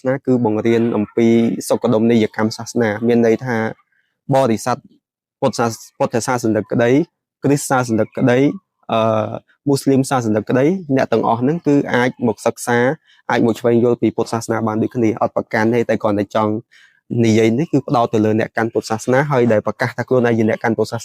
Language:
Khmer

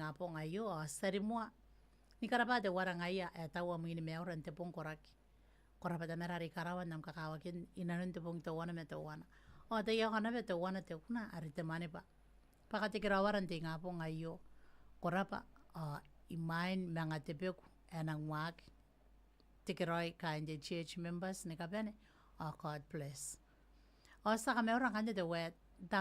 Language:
Gilbertese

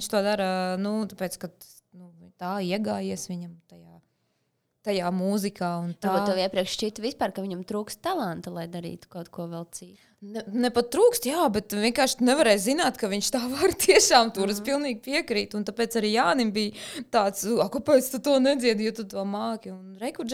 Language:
Latvian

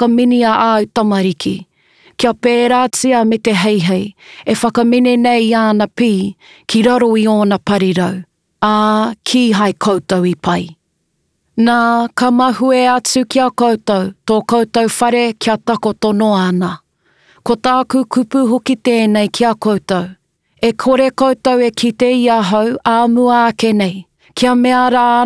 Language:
Māori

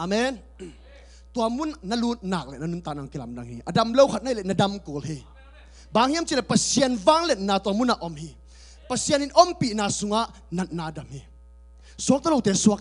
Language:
Tedim Chin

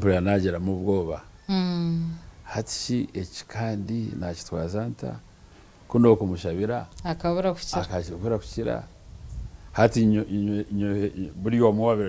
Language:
Nyankole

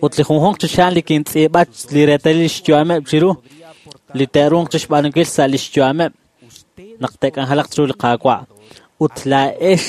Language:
Kekchí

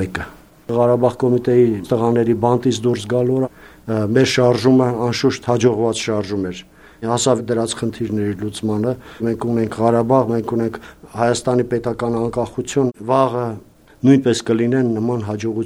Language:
Armenian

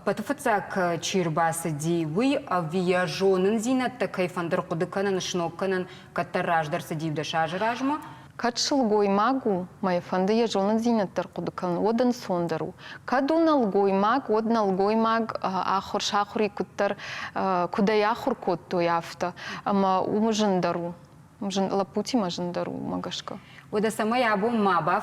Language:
Ossetic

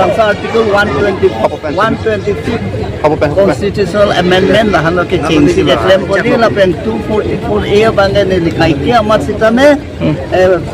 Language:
Karbi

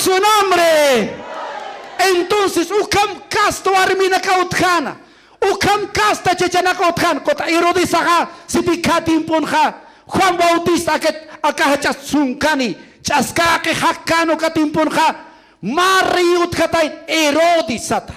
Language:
Aymara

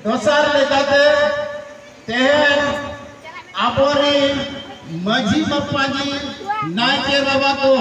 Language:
Santali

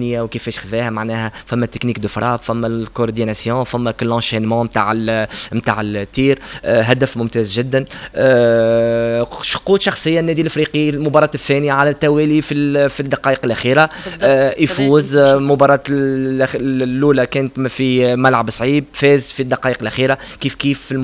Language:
Tunisian Arabic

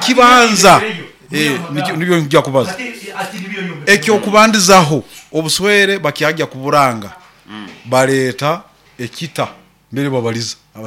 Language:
Nyoro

